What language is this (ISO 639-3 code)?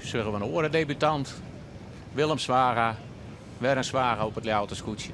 fry